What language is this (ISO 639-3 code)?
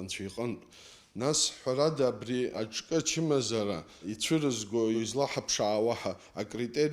abk